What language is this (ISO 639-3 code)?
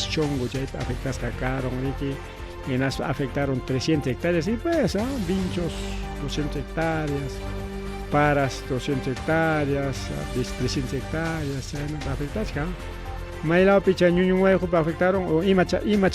quy